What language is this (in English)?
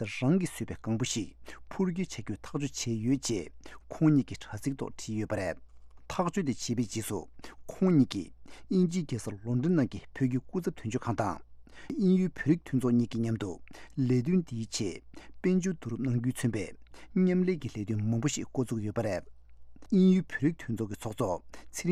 Tibetan